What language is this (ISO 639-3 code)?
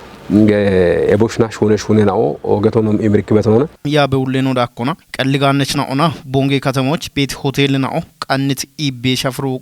kbr